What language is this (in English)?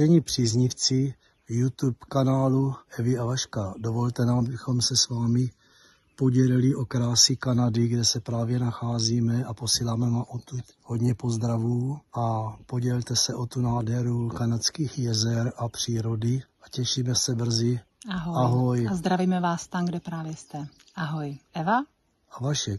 Czech